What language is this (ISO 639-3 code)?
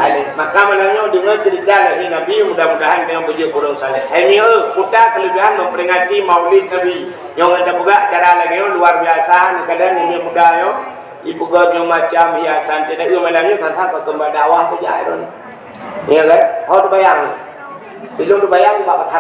ace